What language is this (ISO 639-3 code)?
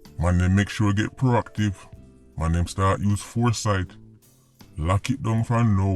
jam